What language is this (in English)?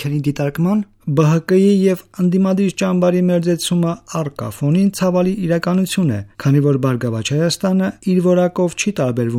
Armenian